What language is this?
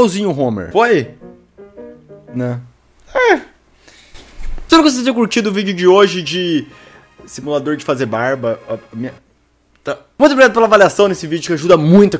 Portuguese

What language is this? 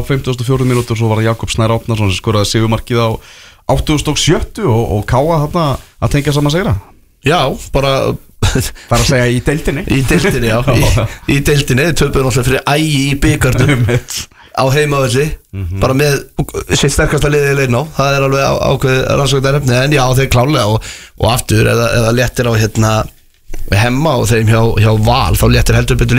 Icelandic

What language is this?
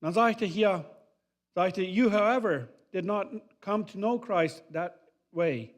Plautdietsch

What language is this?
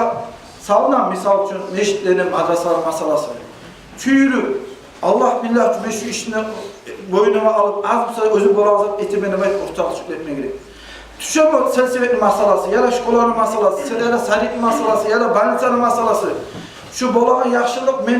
Kumyk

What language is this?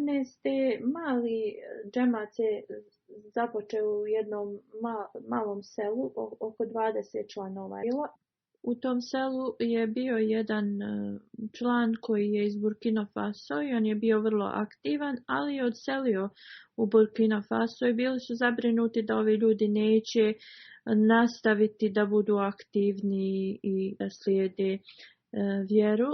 Bosnian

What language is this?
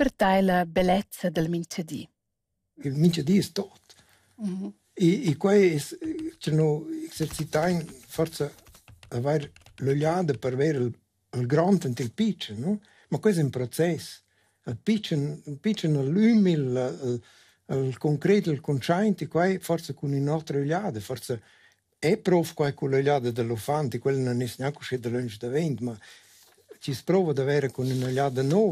Romansh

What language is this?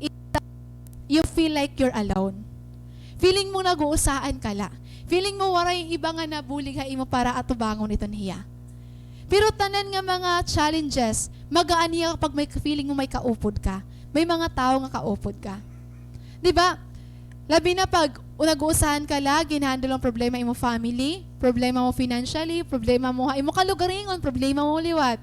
Waray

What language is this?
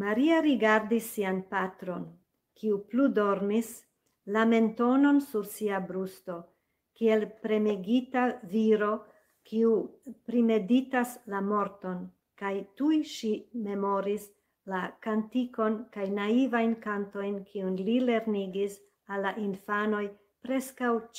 Esperanto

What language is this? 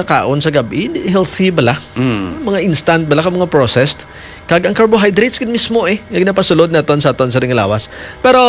Hiligaynon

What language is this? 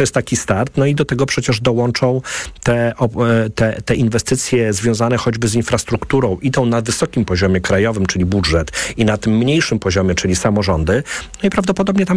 Polish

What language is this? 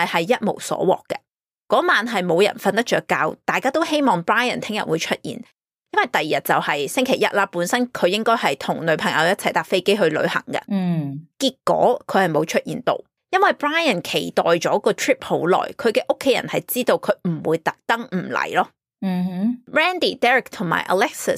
Cantonese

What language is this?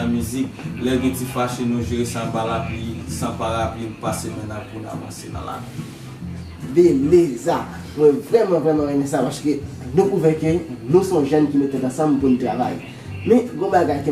Haitian Creole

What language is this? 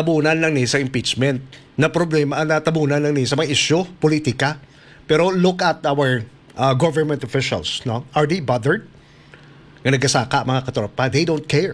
Hiligaynon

